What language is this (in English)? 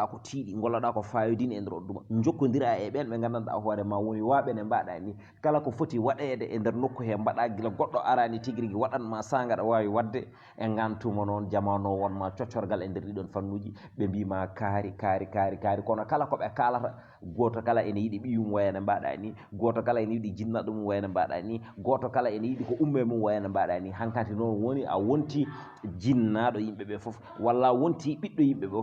Fula